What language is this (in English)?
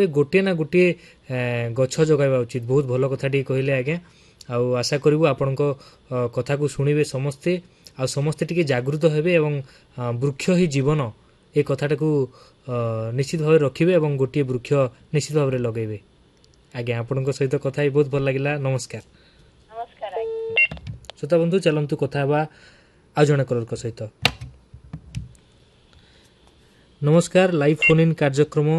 Odia